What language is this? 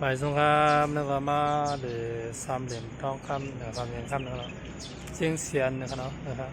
Shan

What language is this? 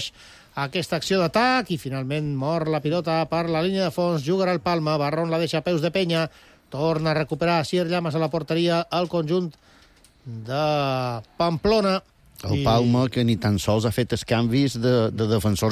Catalan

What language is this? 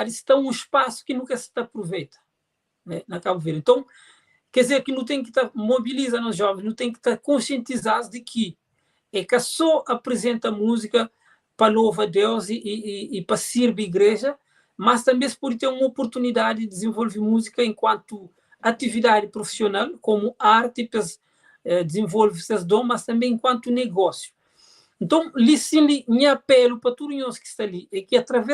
Kabuverdianu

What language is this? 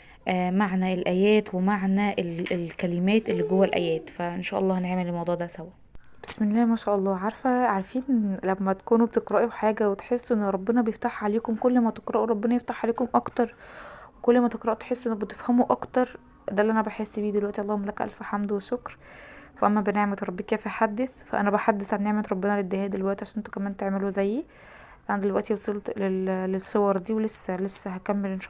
Egyptian Arabic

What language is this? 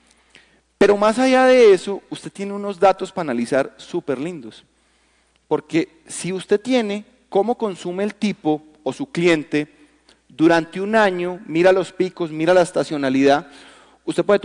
Spanish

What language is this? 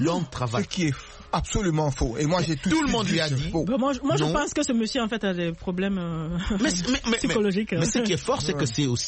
French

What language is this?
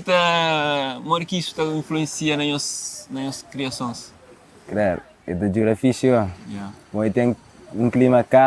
Kabuverdianu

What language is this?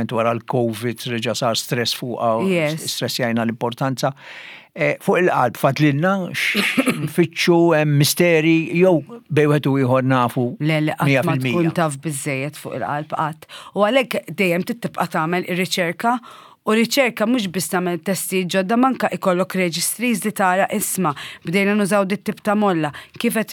Maltese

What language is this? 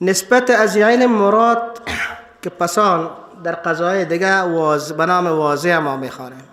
Persian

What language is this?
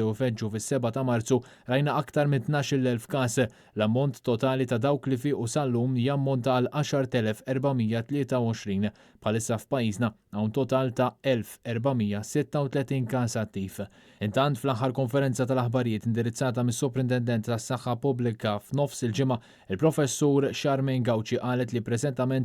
Maltese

